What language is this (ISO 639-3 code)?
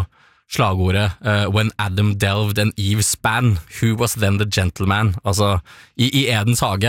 nor